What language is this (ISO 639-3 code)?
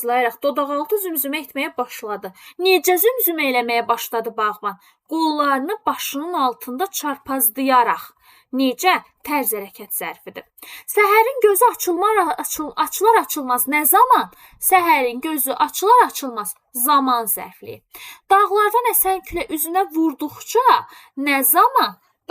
aze